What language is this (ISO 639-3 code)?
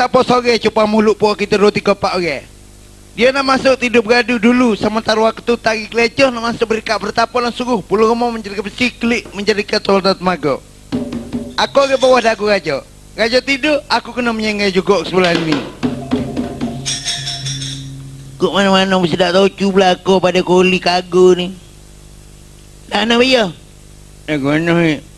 msa